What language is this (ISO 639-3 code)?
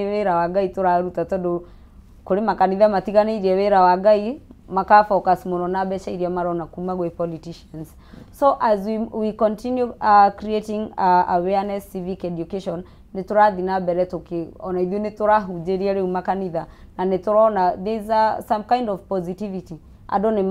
kik